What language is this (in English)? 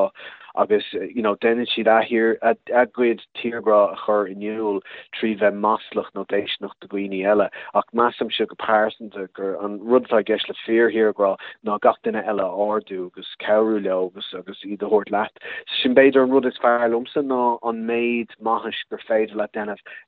Irish